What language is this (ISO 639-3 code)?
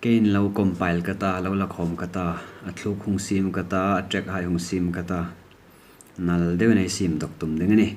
hmr